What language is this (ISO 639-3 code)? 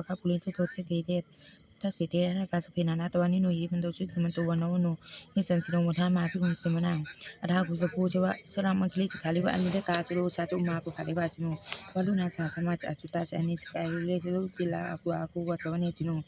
pli